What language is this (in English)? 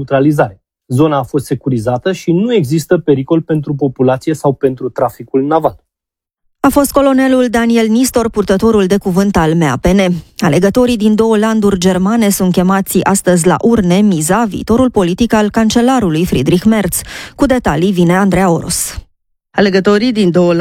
Romanian